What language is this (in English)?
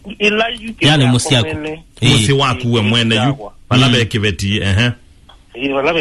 Kamba